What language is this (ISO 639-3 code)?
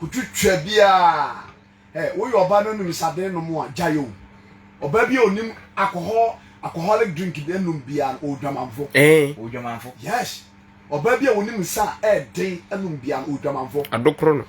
aka